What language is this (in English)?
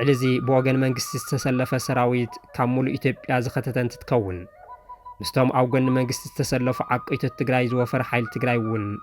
Tigrinya